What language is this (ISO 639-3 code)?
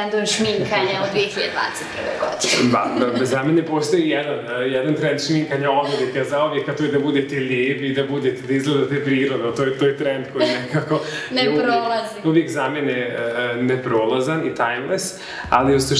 srp